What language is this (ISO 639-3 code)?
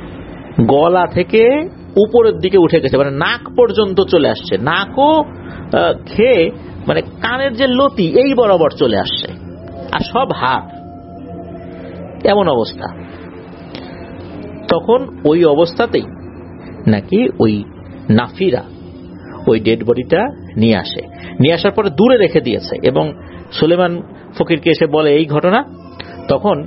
ben